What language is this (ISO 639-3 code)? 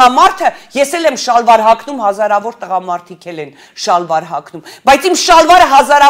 hye